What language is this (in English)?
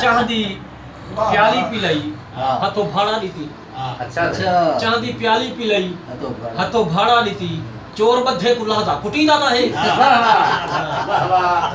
Saraiki